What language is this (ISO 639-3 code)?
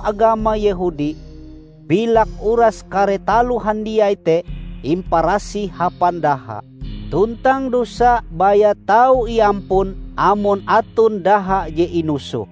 nij